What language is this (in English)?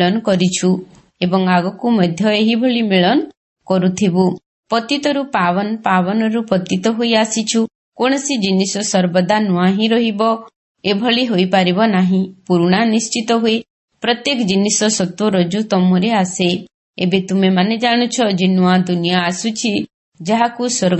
Odia